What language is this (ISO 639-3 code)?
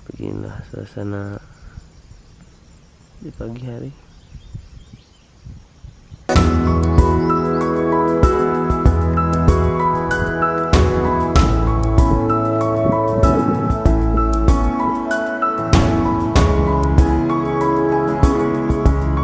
ind